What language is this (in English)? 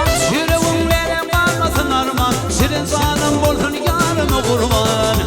Turkmen